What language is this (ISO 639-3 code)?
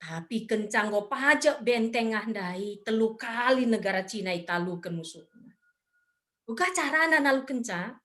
btx